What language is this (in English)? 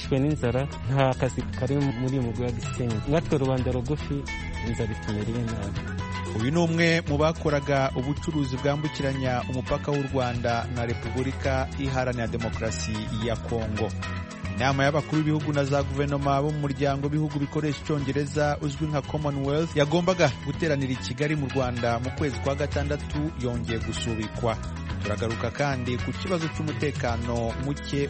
Kinyarwanda